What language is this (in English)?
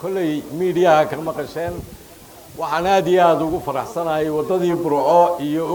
Somali